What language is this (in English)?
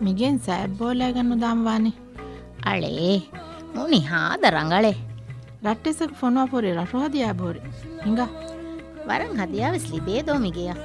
Divehi